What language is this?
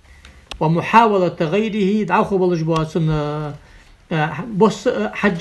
Ingush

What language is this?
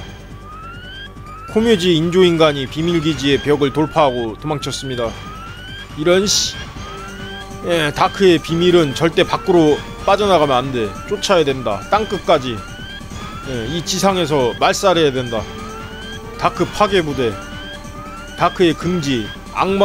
Korean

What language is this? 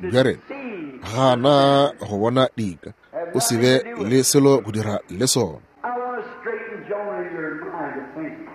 Northern Sotho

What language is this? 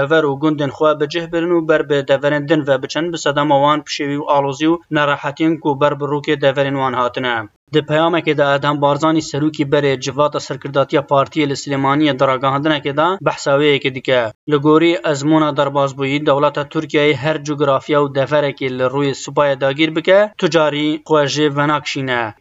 Kurdish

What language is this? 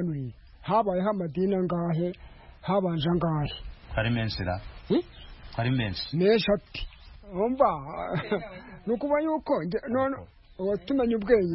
Kinyarwanda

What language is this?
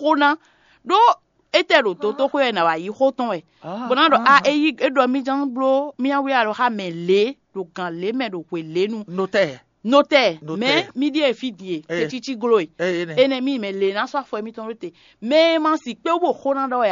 Fon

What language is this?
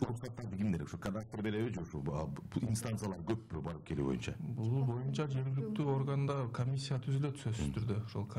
Kyrgyz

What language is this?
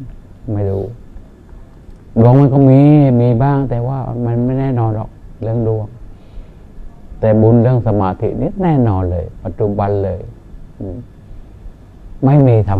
Thai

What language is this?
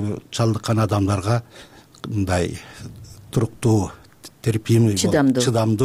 Kyrgyz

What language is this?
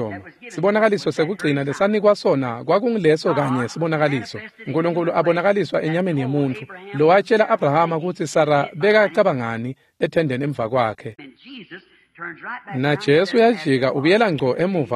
Swati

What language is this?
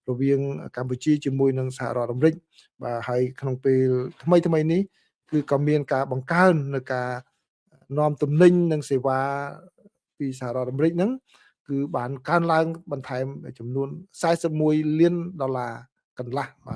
Khmer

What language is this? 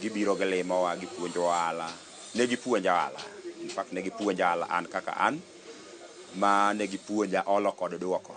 Luo (Kenya and Tanzania)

